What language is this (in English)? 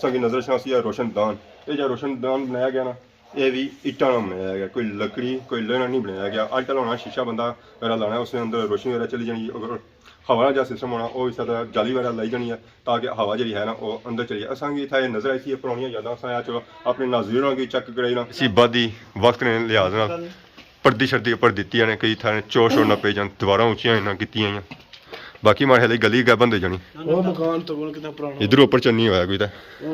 Pahari-Potwari